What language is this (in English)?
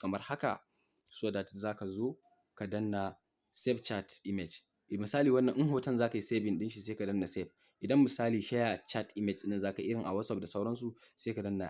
Hausa